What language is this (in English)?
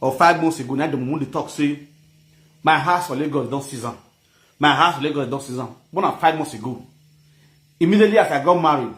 Nigerian Pidgin